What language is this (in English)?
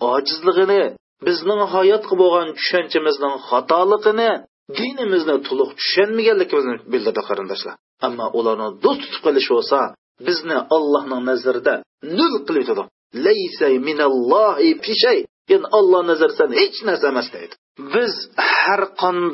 Uyghur